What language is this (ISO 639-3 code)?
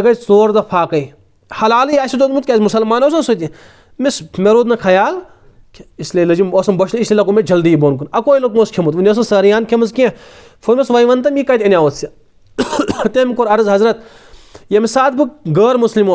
kas